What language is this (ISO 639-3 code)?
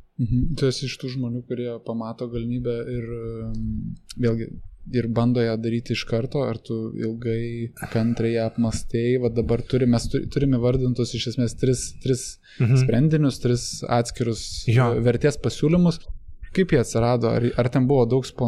lit